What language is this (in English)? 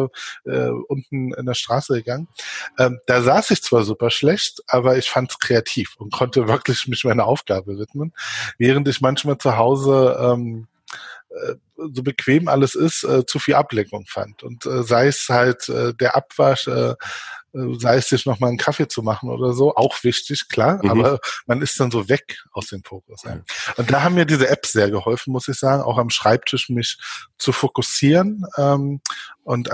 German